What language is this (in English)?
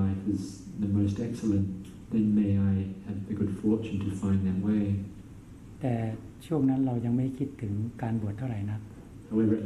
English